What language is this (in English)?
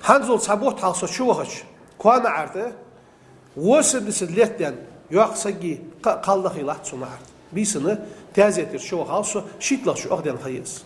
Ingush